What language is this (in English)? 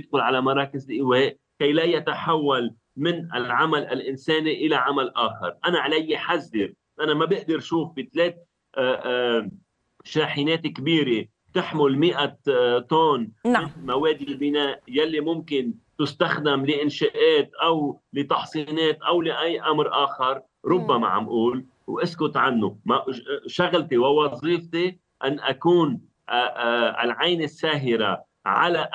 Arabic